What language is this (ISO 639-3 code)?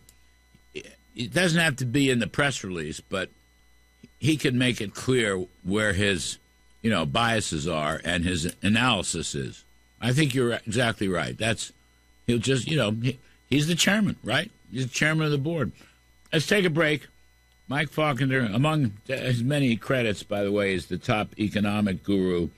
eng